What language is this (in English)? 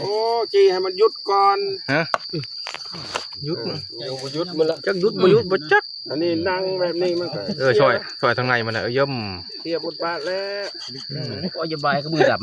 Northeastern Thai